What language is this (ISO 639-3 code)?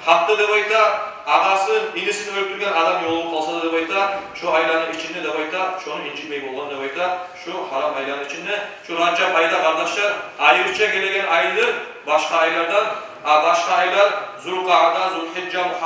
kum